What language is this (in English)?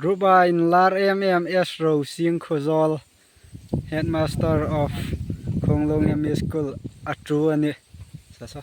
Hmar